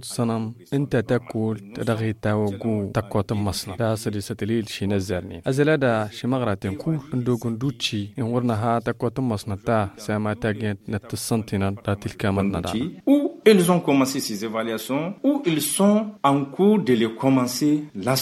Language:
Tamasheq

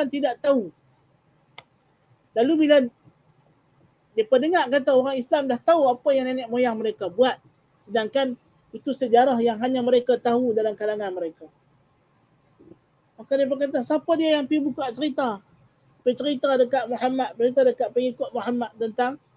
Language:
Malay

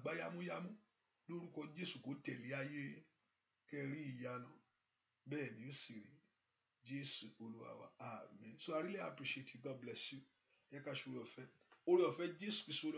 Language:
Yoruba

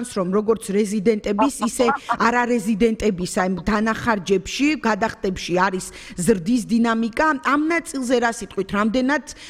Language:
Georgian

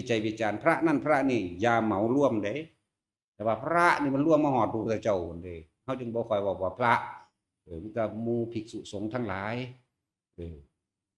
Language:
Northeastern Thai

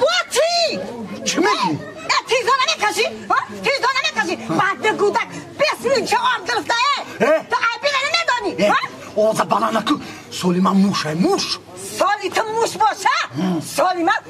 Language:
Tajik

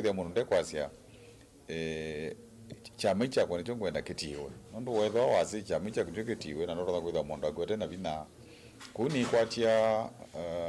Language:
Kamba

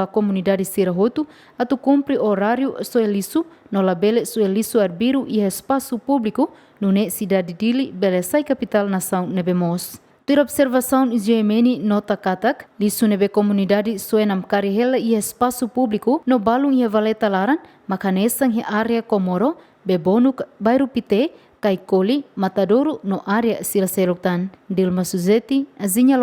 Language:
Tetum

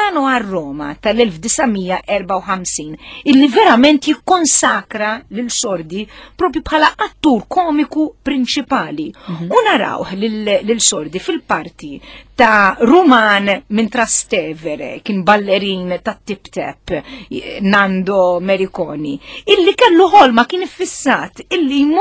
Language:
Maltese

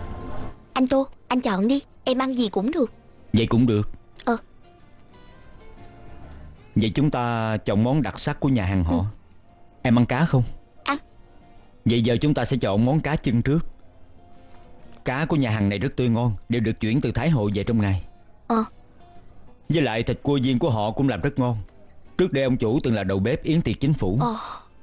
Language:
Vietnamese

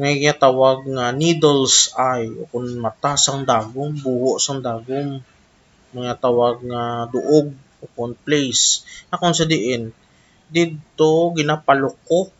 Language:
Hiligaynon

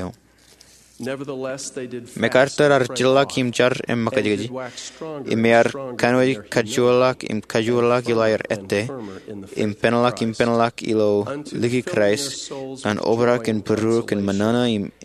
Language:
Marshallese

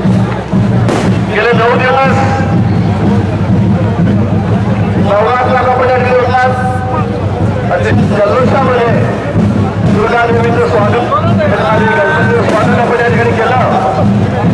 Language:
Marathi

